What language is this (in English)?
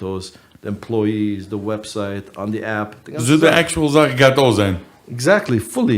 Yiddish